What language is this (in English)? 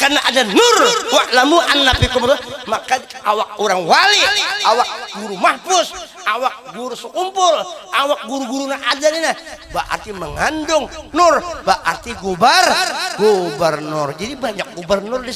Banjar